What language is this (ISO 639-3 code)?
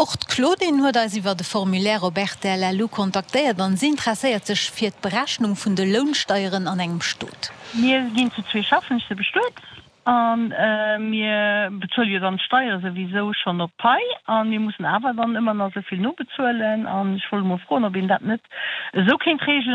ltz